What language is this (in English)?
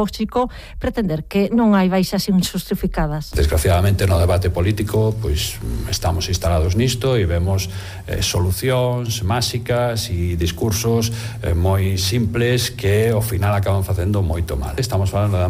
Galician